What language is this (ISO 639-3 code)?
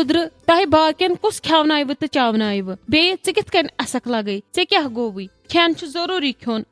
kas